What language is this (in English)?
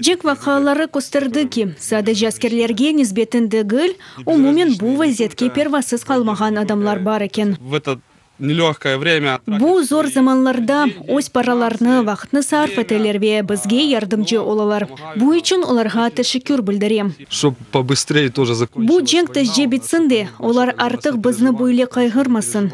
Crimean Tatar